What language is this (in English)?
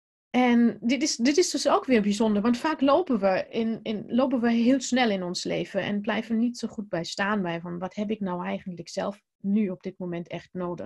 Dutch